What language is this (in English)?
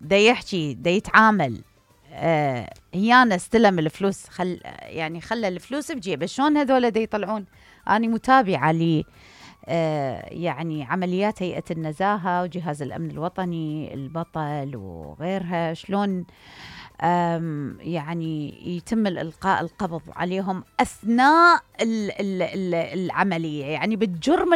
Mesopotamian Arabic